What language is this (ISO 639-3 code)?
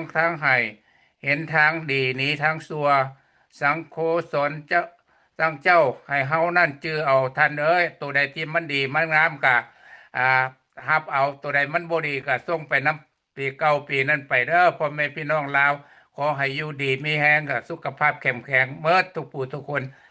lao